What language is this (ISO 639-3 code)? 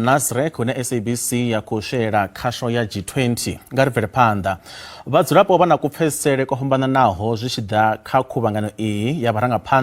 ven